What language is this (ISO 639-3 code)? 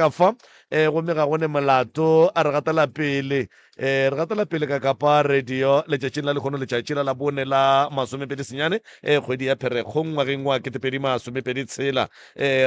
nso